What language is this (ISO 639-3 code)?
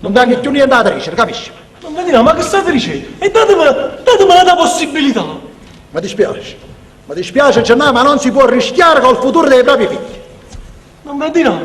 nap